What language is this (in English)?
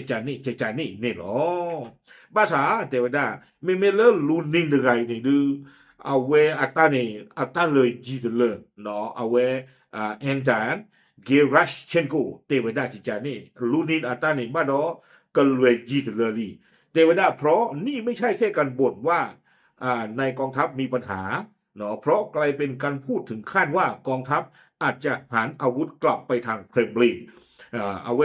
S'gaw Karen